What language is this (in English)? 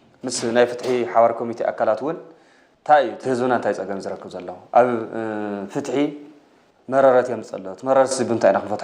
Tigrinya